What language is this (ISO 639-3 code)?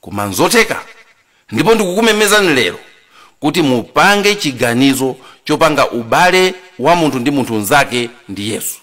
nya